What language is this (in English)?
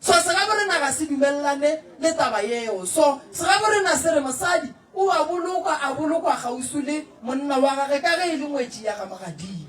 Northern Sotho